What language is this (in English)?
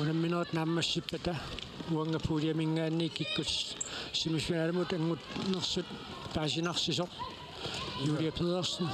Kalaallisut